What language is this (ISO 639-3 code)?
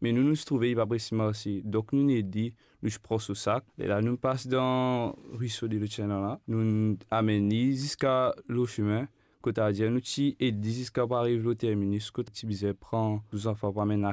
mfe